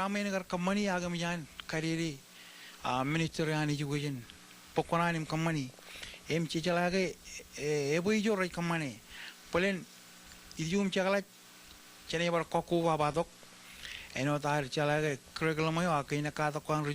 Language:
Marshallese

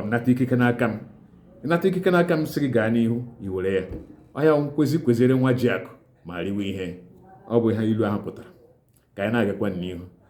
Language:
Igbo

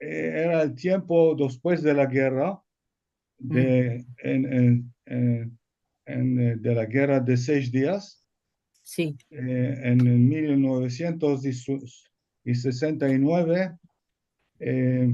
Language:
Ladino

